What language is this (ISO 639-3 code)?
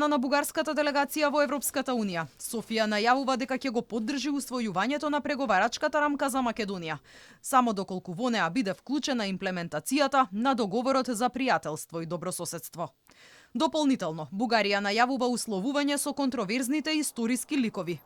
mkd